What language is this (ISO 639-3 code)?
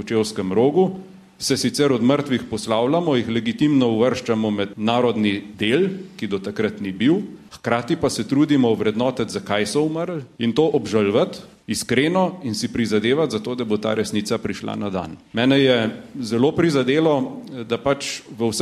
slv